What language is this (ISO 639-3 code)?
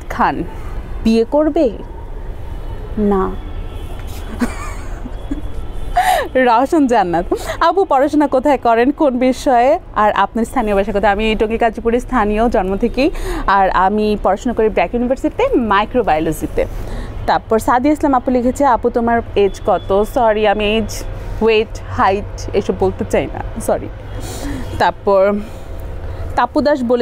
ben